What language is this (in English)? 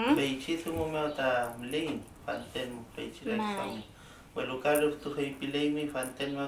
Mapuche